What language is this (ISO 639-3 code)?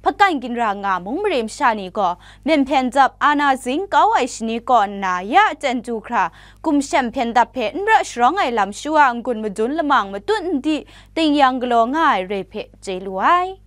kac